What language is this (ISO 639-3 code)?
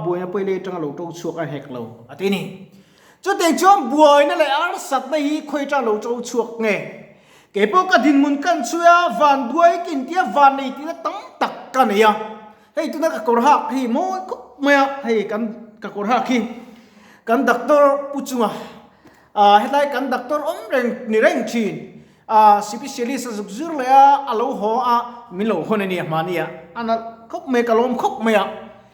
lus